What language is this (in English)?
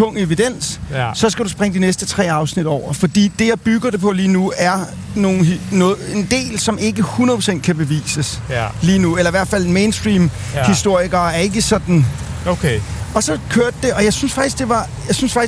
Danish